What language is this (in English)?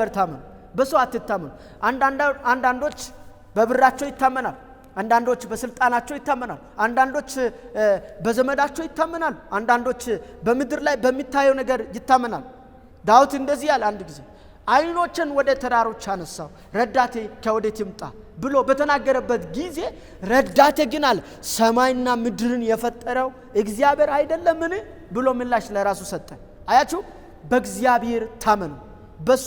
Amharic